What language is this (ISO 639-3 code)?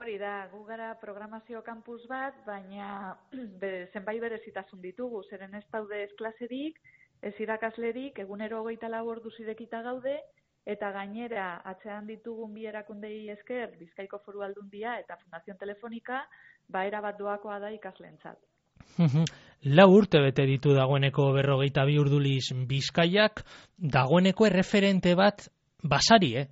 eus